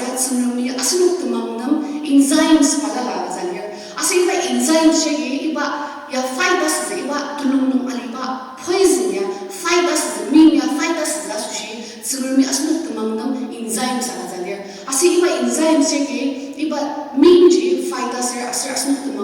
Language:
Ao Naga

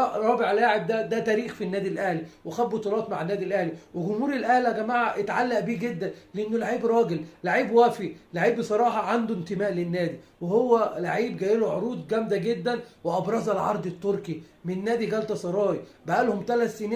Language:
Egyptian Arabic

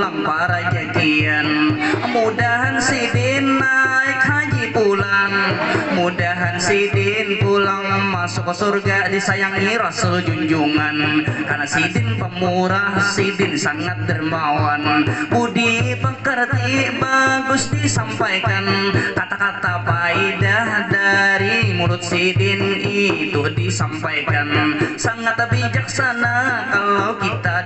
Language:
Banjar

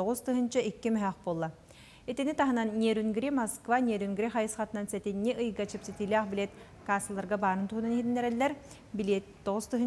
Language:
Yakut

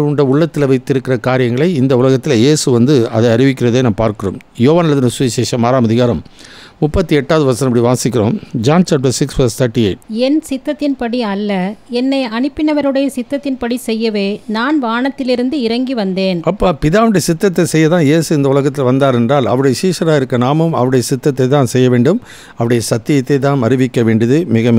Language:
Tamil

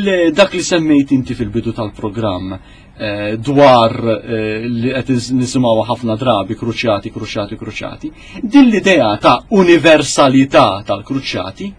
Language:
Maltese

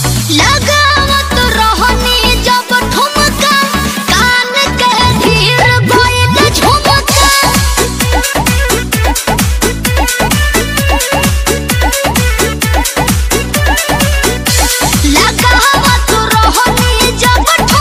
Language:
Bhojpuri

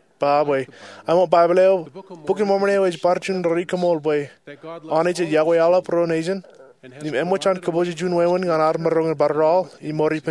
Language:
Marshallese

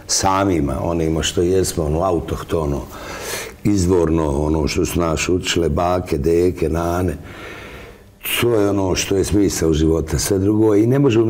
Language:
Bosnian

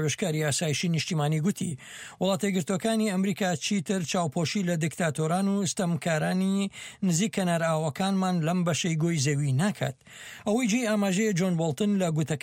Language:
Central Kurdish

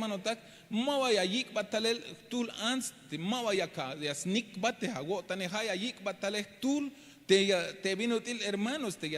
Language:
Tzeltal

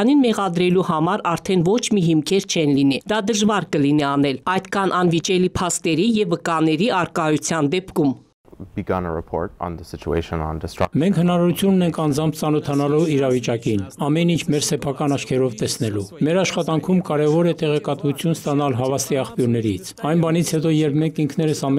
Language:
Armenian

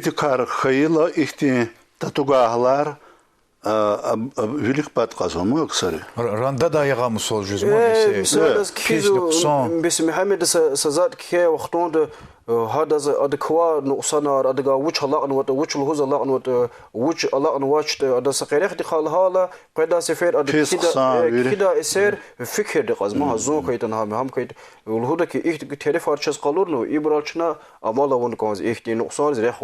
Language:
Lezghian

